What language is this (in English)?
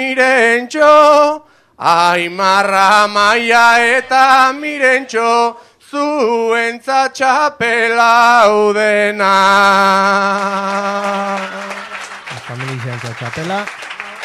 Basque